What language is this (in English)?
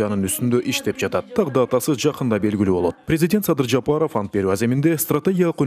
Kyrgyz